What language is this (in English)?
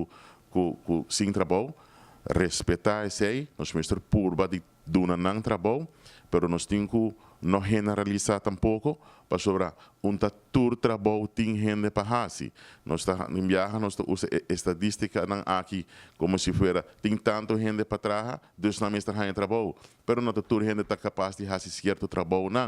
Papiamento